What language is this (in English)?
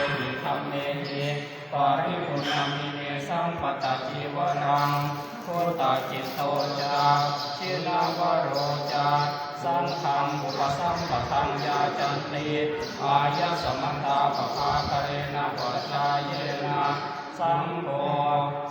Pali